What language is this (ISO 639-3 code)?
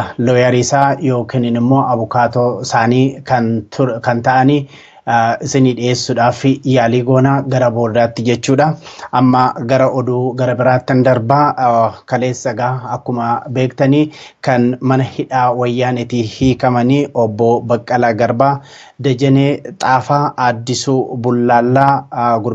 orm